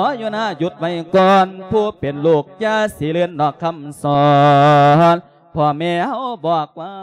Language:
Lao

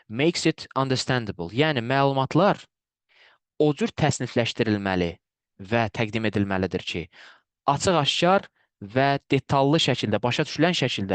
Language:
Azerbaijani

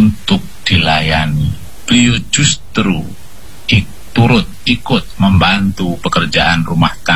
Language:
Indonesian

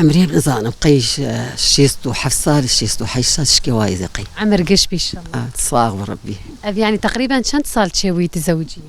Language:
Kurdish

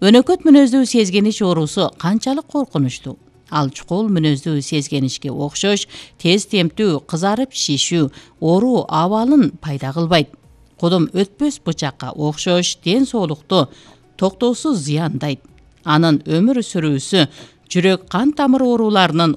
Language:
Kyrgyz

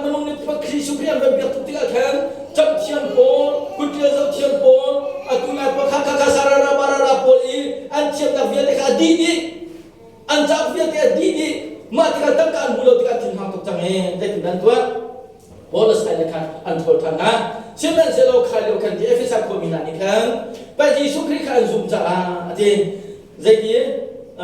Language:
Hakha Chin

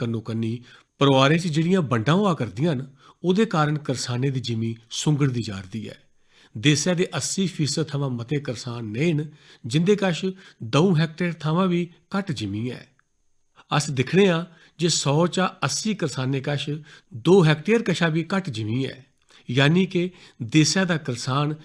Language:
Dogri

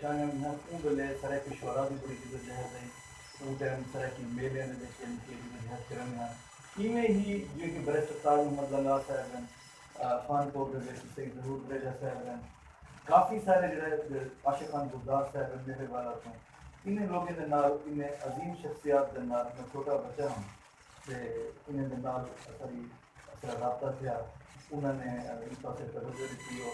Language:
Saraiki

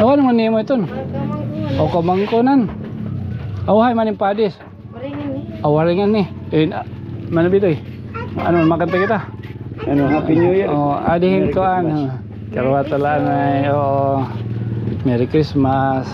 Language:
Waray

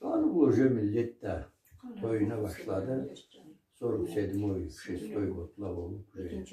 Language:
Karachay-Balkar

